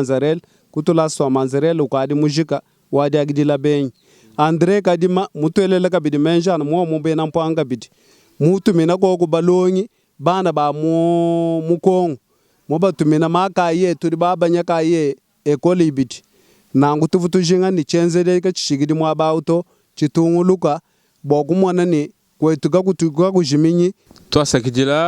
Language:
Luba-Lulua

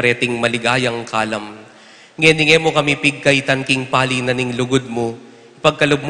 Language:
Pampanga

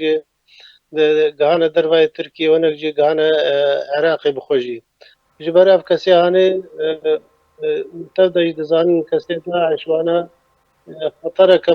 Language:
Kurdish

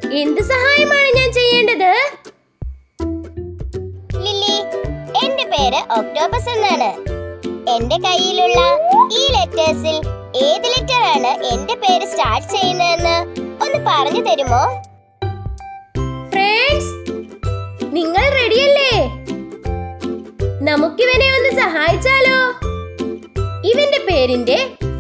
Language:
Malayalam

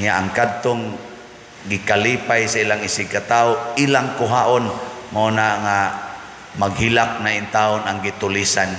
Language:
Cebuano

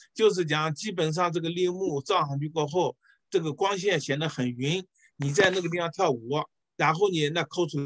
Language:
Chinese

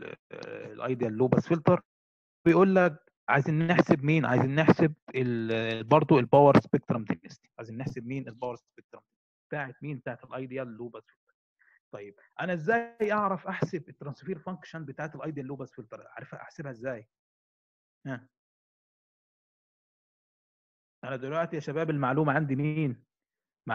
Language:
Egyptian Arabic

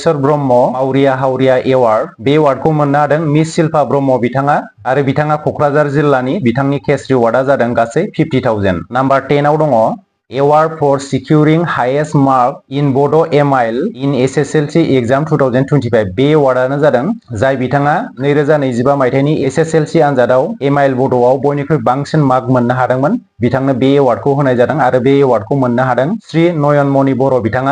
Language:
Bodo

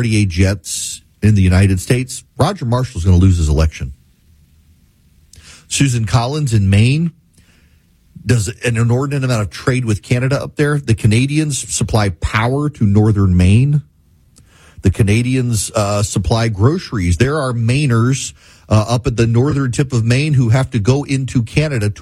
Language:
English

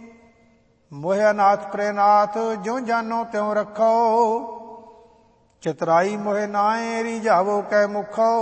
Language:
Punjabi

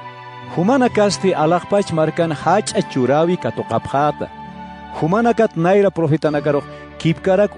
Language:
Aymara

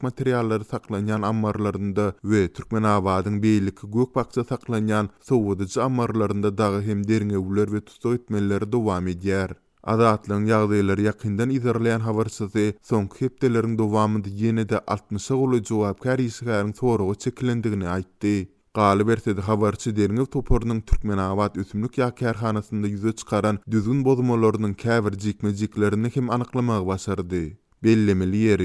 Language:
Turkmen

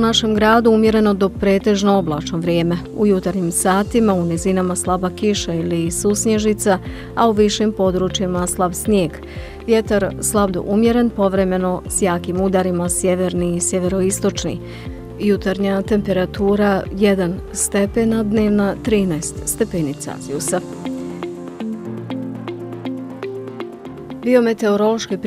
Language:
Bosnian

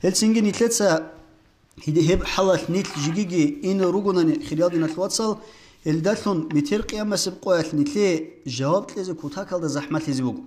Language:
Avaric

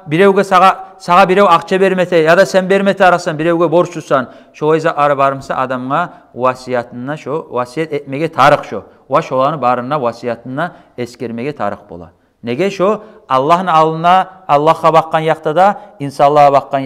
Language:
Kumyk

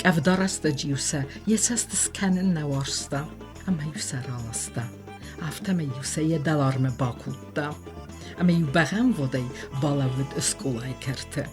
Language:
Ossetic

